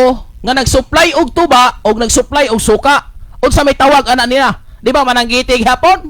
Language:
Cebuano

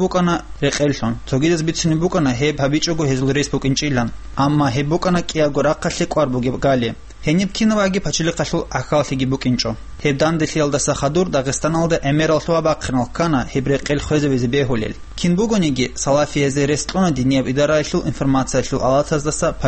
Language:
Avaric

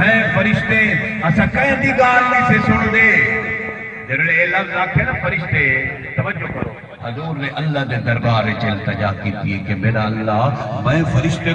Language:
Saraiki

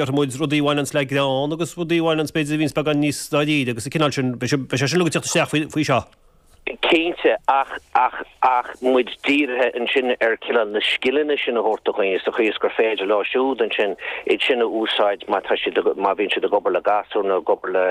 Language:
Irish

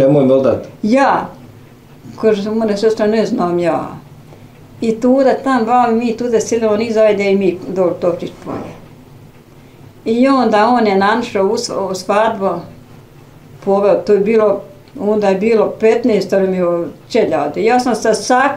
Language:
Bosnian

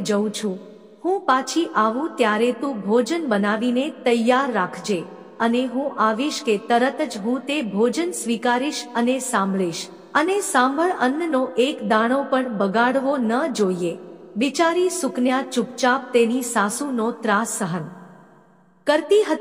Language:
Gujarati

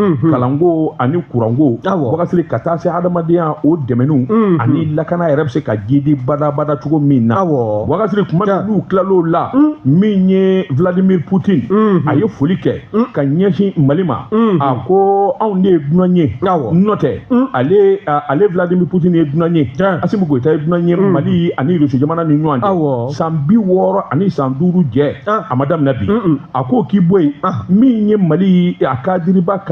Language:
Bambara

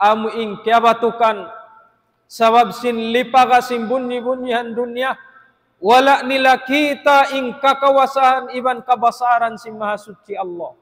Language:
Tausug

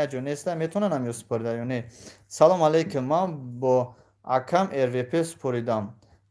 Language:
Tajik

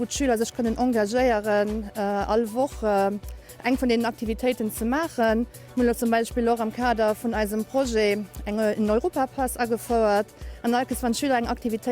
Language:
Luxembourgish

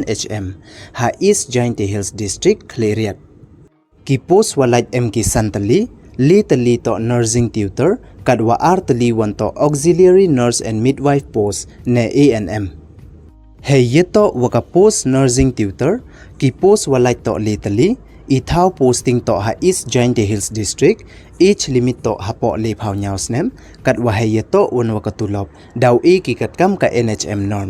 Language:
Pnar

